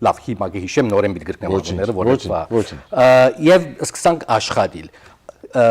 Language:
Western Armenian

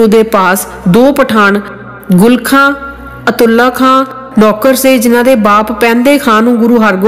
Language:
Punjabi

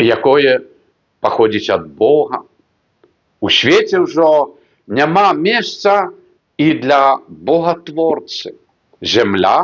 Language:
Belarusian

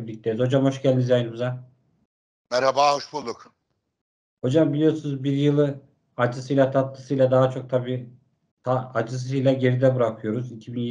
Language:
Turkish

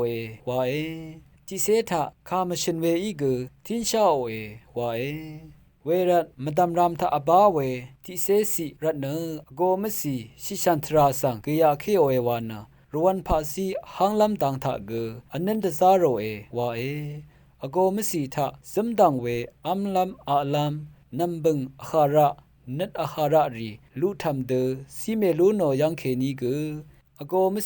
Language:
Rawang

